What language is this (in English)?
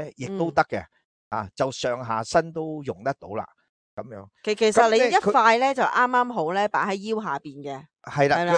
Cantonese